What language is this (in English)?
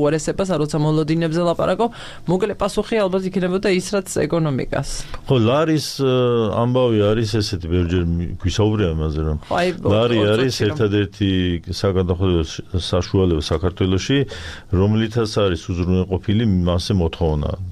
Georgian